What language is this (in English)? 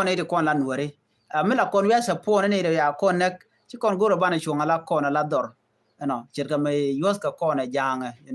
Nuer